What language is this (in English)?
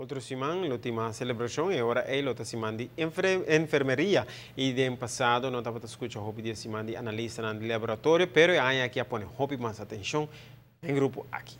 Papiamento